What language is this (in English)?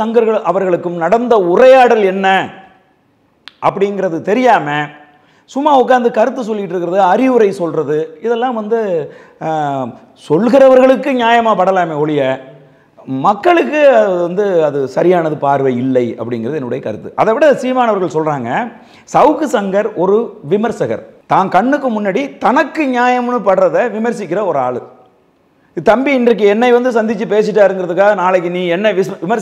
Tamil